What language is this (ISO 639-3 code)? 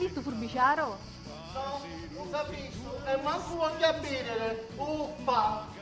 scn